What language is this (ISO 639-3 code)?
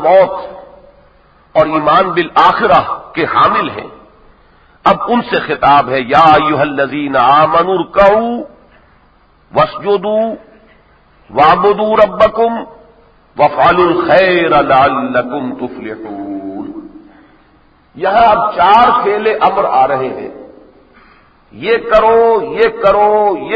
urd